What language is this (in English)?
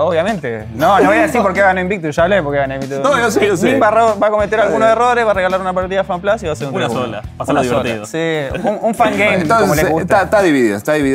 Spanish